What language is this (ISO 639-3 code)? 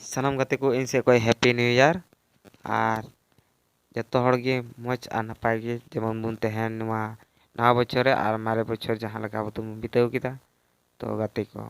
sat